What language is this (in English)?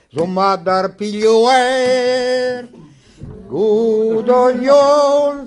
Breton